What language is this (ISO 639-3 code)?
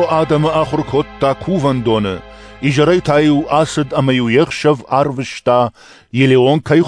oss